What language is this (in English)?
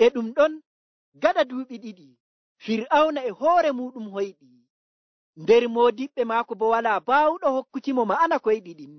Nigerian Fulfulde